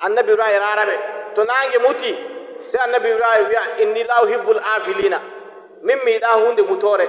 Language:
Nigerian Fulfulde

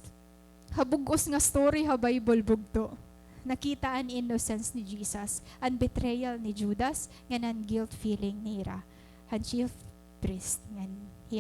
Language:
Waray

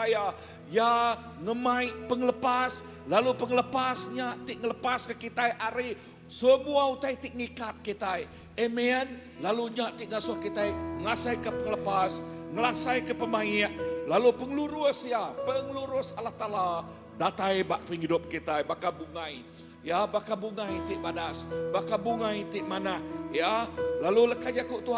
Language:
Iban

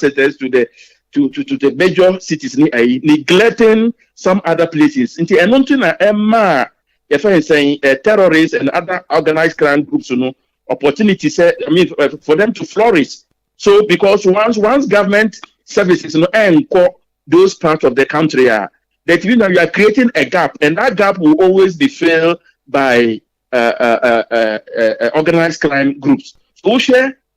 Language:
Akan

